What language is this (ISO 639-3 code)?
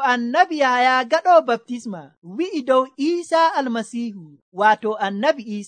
fuv